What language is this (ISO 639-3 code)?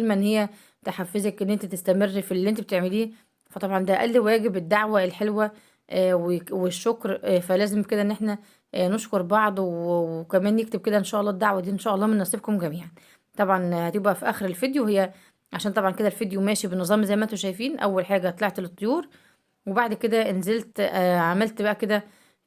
arz